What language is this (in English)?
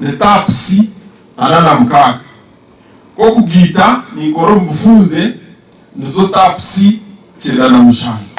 Nyankole